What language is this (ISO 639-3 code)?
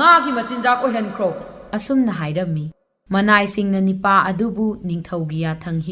mni